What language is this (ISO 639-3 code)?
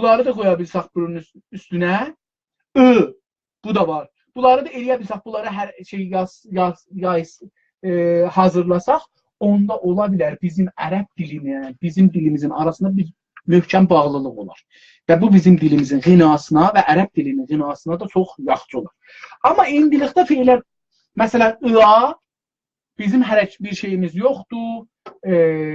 azb